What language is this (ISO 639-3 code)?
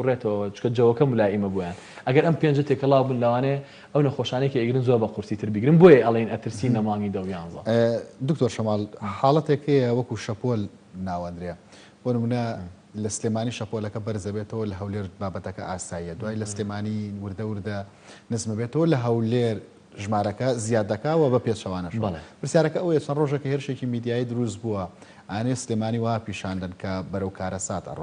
ckb